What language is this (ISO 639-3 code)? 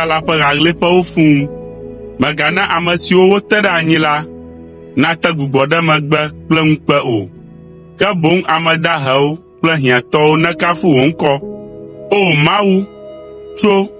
ewe